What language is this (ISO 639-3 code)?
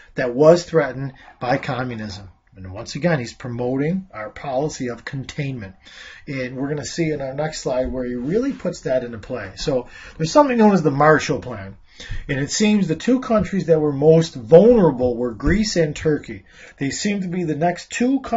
eng